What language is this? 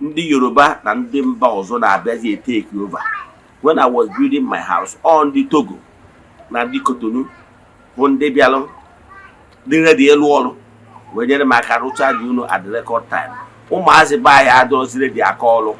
Igbo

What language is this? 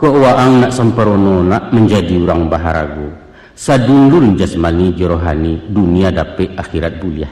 Minangkabau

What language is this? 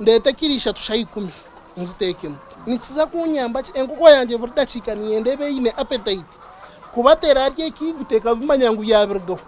Nyankole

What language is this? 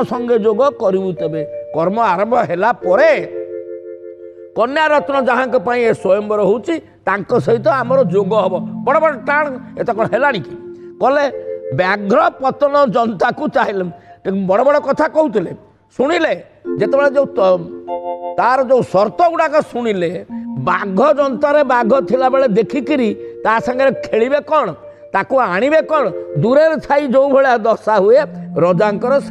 Odia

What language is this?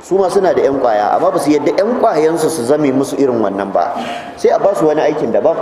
Hausa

